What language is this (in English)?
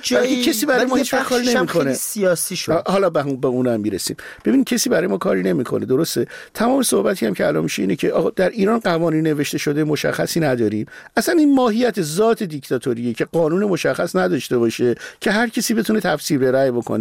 Persian